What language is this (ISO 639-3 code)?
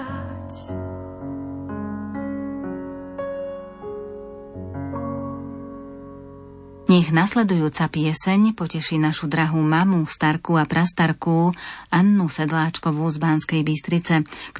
slk